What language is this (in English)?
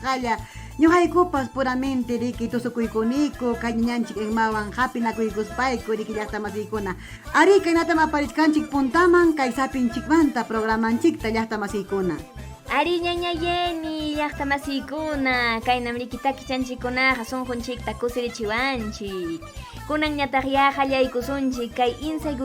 Ayacucho Quechua